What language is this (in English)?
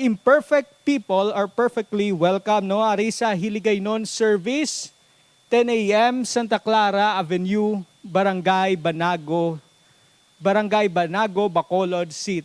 Hiligaynon